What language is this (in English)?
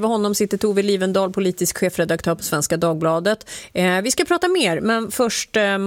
Swedish